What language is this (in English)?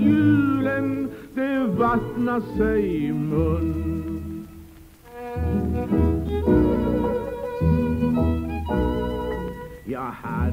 Swedish